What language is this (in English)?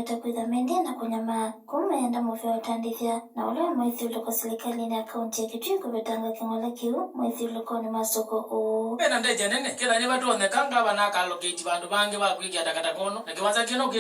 Kamba